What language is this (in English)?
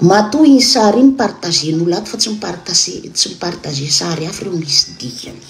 Malagasy